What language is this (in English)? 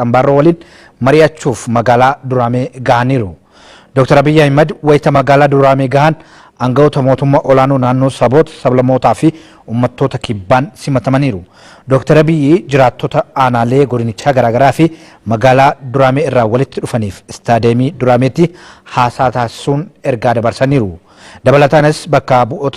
Oromo